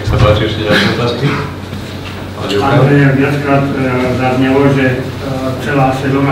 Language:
Slovak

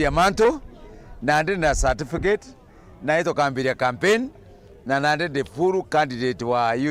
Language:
Meru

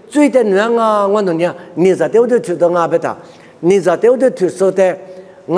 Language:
Lisu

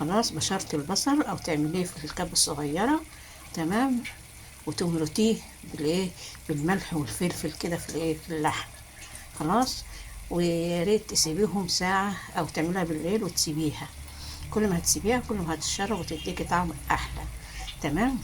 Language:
Egyptian Arabic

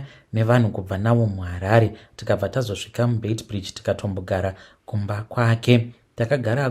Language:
Shona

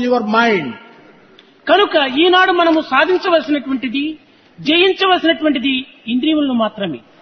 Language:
Telugu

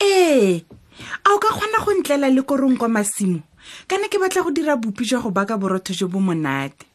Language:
Tswana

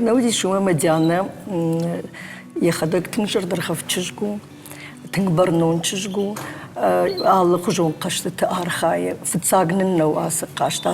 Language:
Ossetic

